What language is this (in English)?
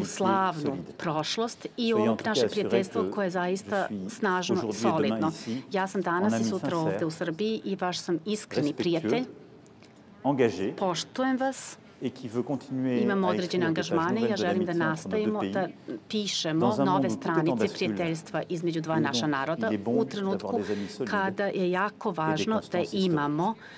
Serbian